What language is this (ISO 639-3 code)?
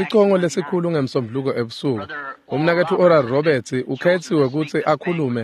ssw